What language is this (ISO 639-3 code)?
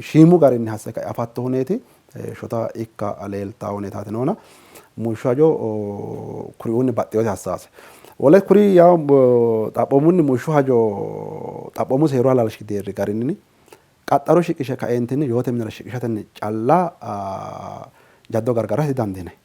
sid